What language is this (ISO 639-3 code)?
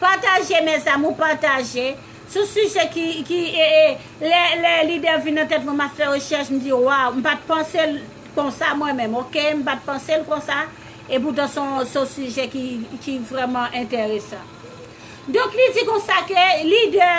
hat